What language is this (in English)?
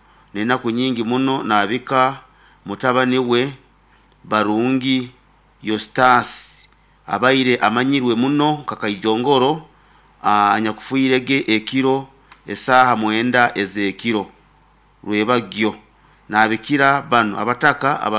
Nyoro